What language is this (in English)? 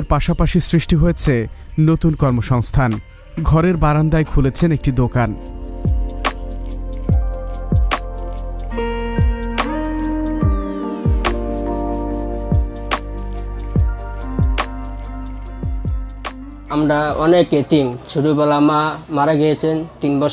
Bangla